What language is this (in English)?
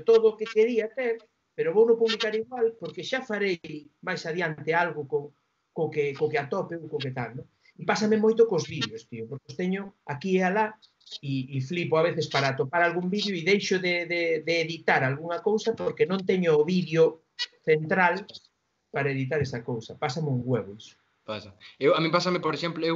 Galician